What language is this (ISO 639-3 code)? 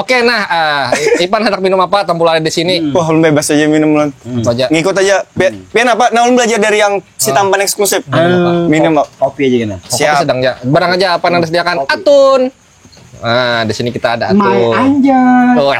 bjn